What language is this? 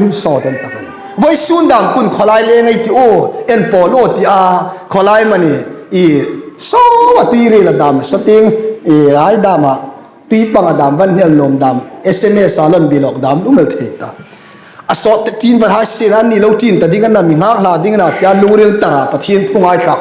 Hmar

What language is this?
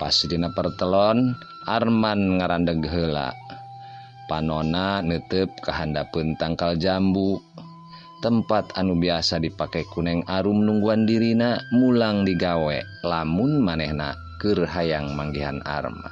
Sundanese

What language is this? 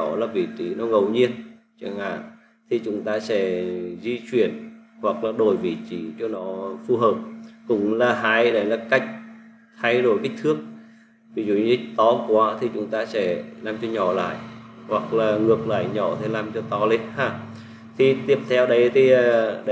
Vietnamese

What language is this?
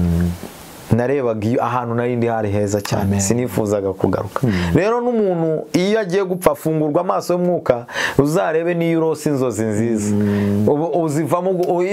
Kinyarwanda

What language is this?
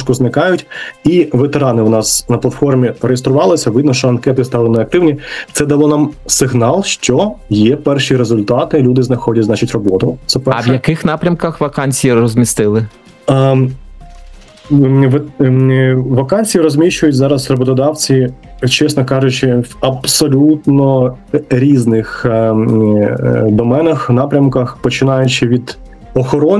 Ukrainian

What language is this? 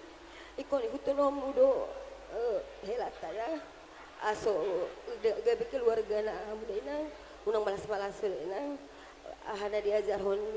Batak Toba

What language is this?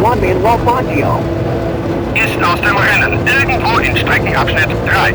Bavarian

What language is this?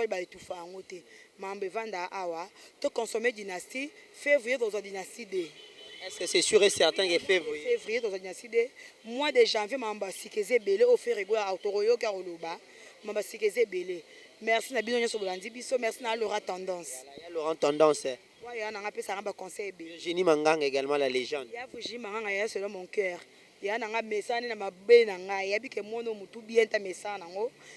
Lingala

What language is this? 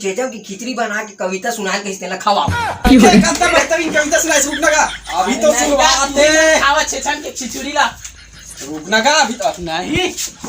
Chhattisgarhi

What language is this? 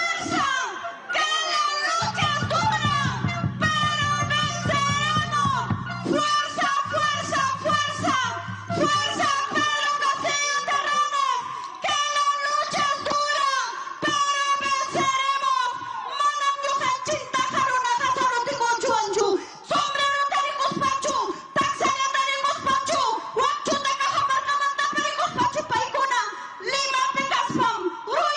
Ayacucho Quechua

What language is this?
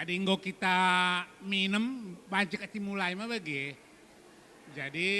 Batak Karo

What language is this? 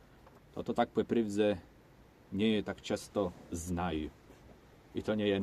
Kashubian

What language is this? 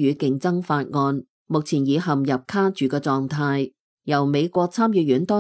Cantonese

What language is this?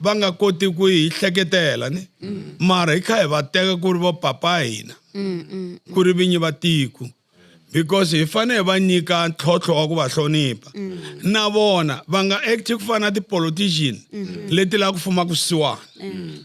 Tsonga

